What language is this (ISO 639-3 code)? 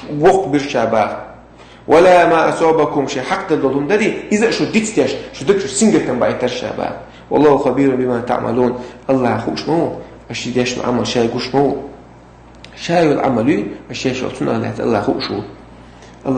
che